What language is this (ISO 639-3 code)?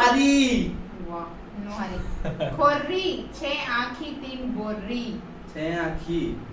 hne